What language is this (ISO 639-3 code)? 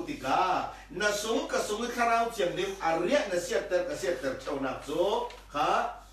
cfm